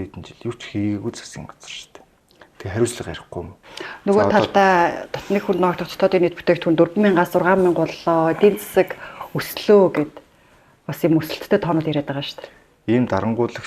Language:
Mongolian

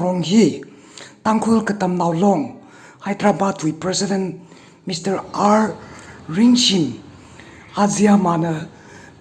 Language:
Tangkhul Naga (India)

